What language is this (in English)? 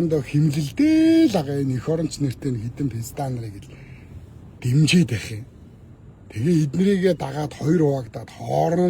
Mongolian